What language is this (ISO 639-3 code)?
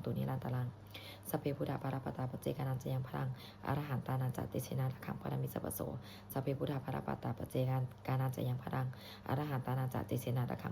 pli